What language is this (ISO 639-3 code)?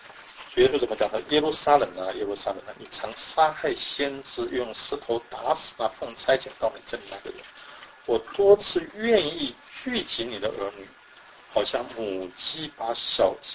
zho